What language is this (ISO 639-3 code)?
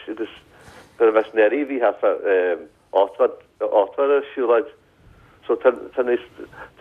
gle